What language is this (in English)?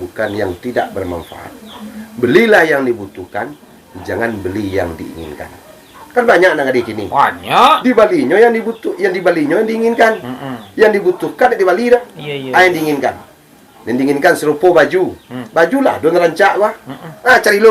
Minangkabau